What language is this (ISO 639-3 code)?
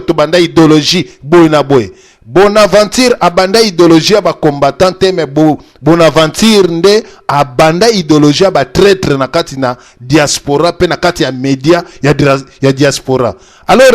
lin